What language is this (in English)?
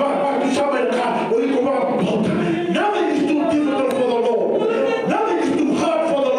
Fijian